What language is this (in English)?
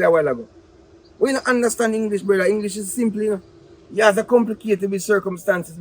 Jamaican Creole English